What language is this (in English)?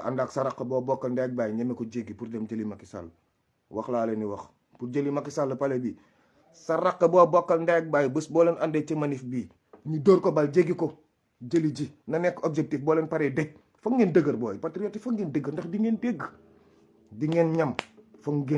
Wolof